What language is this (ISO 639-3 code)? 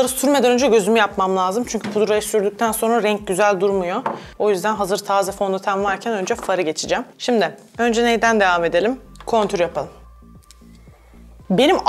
tur